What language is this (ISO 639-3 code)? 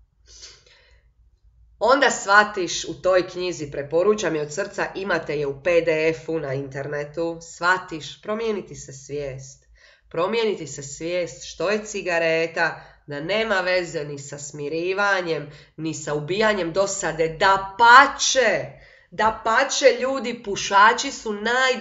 hrv